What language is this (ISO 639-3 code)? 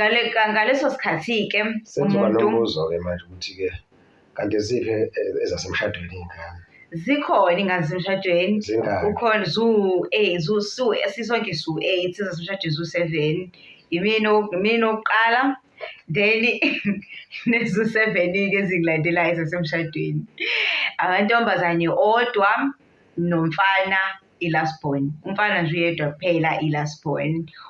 zul